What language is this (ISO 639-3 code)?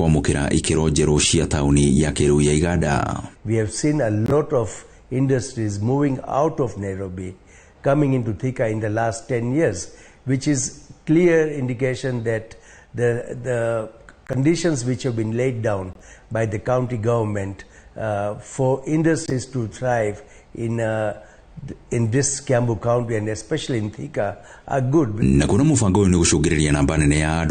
kik